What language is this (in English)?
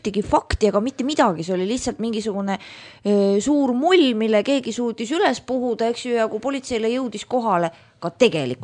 Estonian